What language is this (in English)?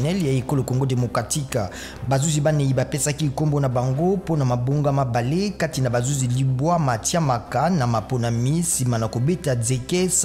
Lingala